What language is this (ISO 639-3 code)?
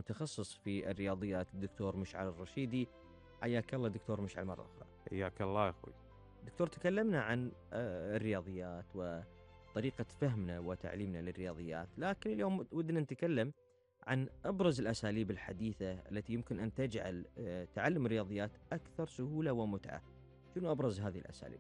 afb